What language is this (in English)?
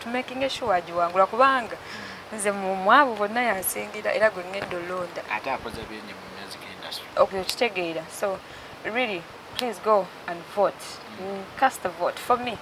Ganda